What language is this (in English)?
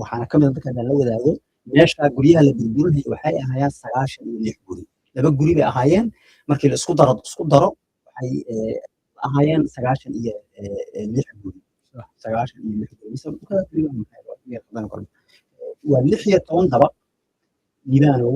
Somali